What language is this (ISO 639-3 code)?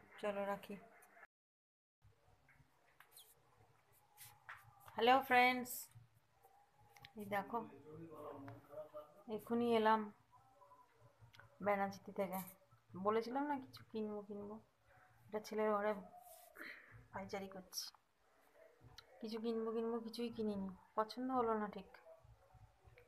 ben